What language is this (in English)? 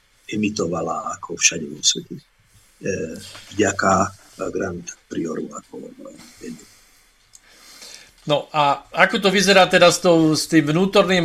Slovak